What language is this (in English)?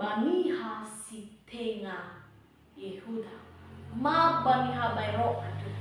Nias